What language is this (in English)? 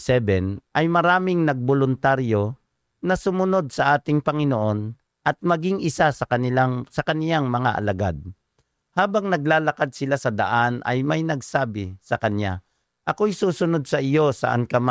Filipino